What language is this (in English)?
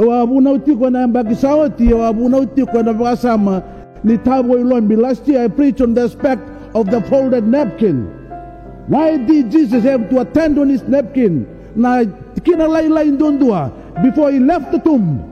Fijian